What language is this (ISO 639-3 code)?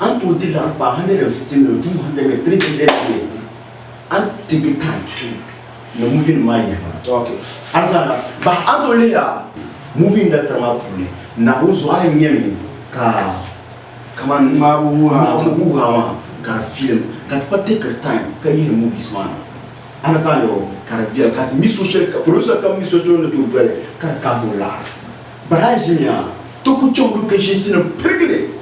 dag